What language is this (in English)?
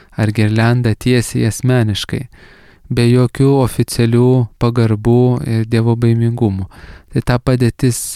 Lithuanian